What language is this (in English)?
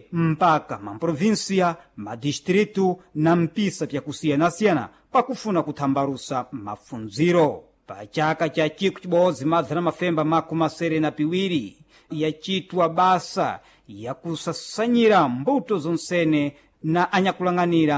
Sena